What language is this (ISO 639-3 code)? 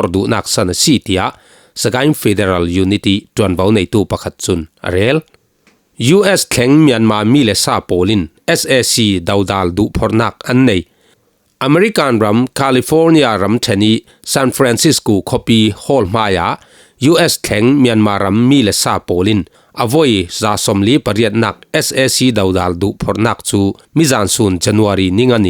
cfm